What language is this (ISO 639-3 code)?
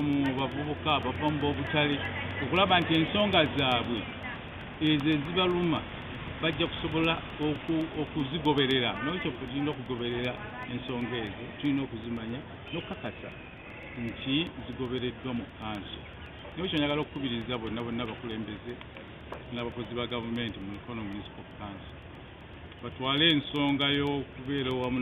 lug